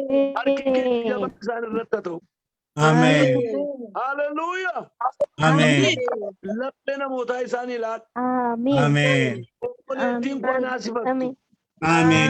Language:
Oromo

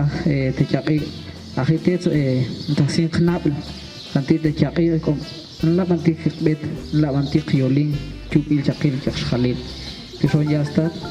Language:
Tektiteko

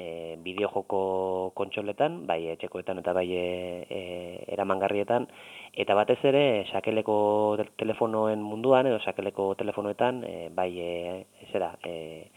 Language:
Basque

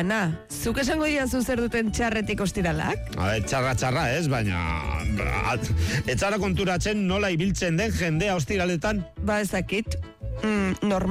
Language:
Basque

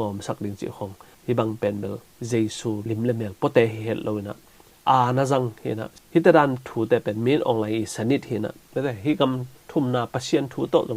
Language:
Tedim Chin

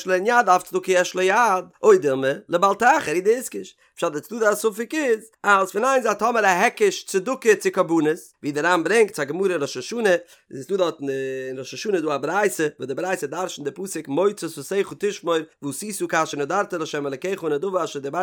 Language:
Yiddish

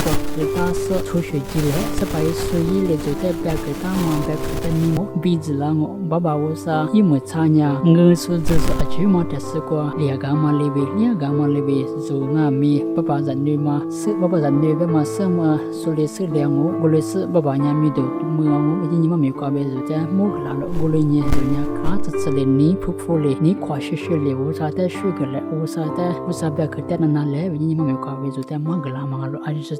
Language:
Lisu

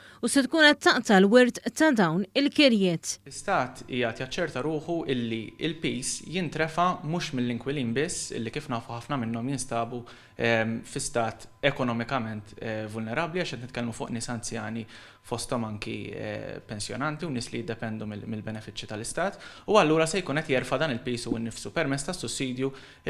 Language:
Maltese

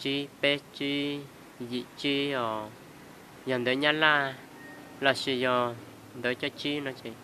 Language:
Hmong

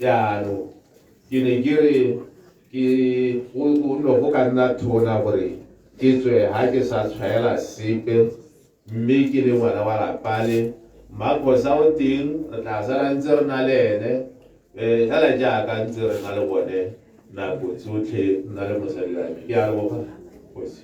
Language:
Tswana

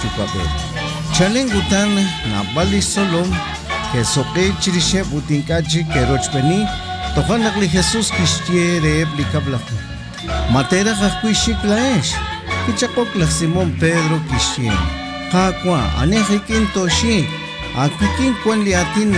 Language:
Kekchí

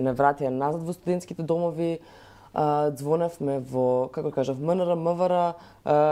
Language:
Macedonian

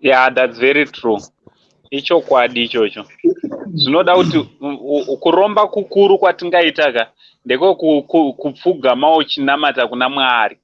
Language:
Shona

